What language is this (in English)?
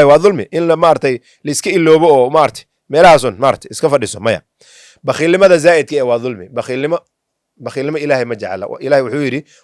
Somali